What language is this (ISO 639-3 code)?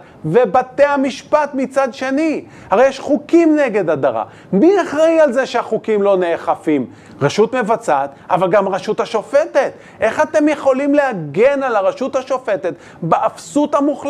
heb